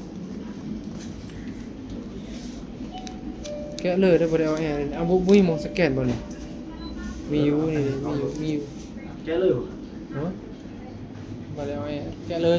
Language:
Northeastern Thai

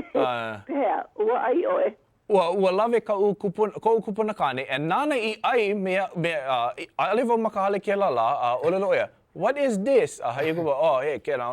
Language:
Hawaiian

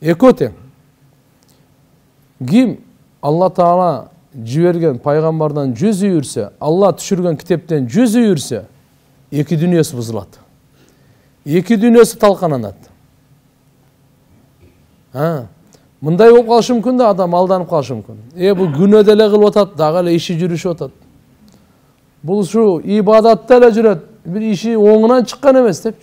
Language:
Kyrgyz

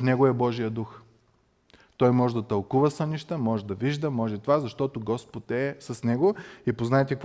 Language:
Bulgarian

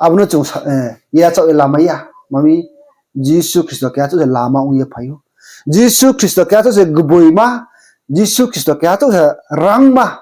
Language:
Riang (India)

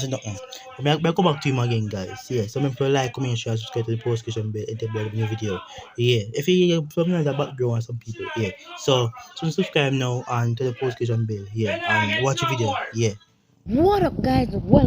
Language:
Jamaican Creole English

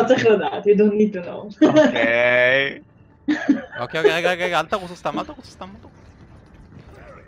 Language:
Hebrew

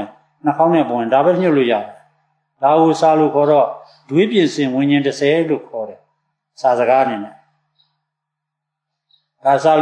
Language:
Burmese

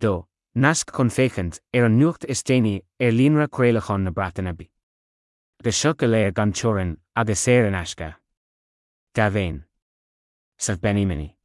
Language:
Irish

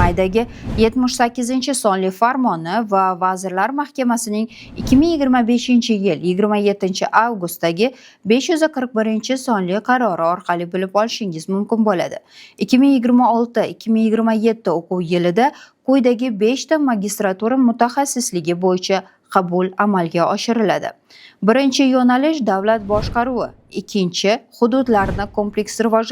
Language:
Uzbek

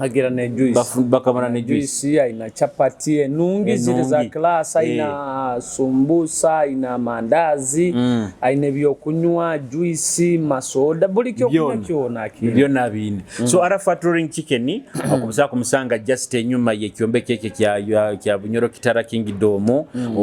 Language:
Nyoro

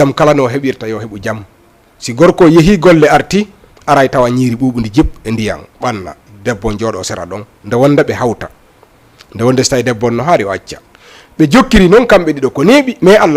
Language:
Fula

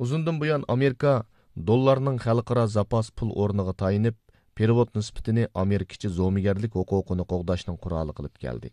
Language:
Uyghur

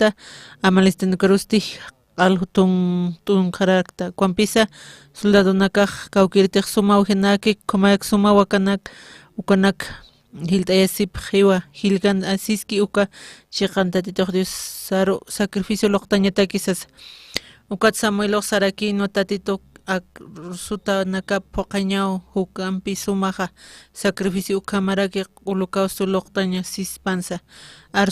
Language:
Aymara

